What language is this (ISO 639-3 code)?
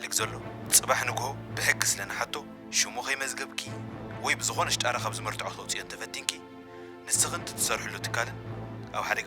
tir